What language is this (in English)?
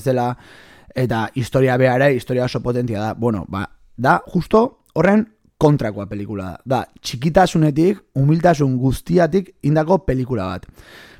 Basque